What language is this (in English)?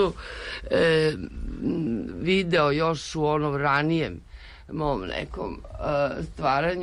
Serbian